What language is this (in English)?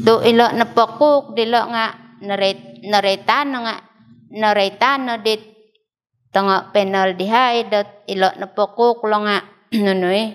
Central Dusun